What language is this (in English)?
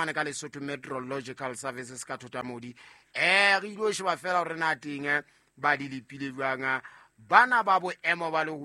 Southern Sotho